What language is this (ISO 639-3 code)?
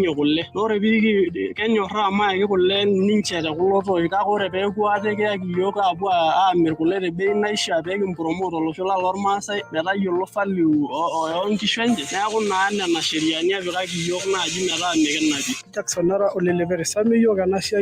mas